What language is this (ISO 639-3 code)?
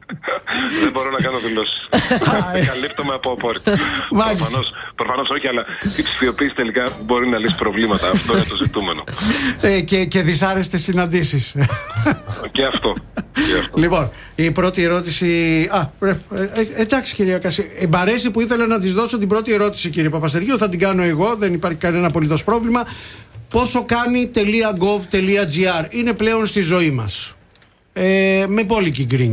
ell